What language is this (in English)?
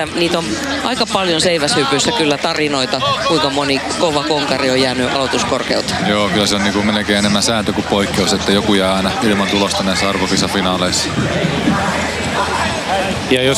Finnish